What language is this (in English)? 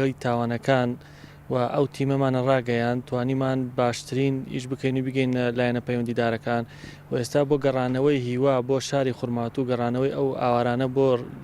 Central Kurdish